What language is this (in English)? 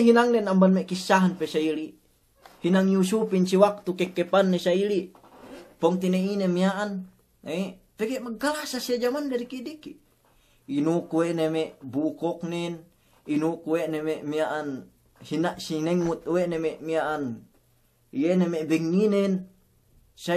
Yakan